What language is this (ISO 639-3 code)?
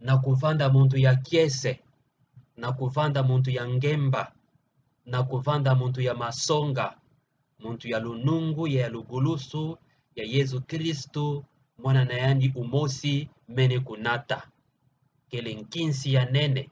ktu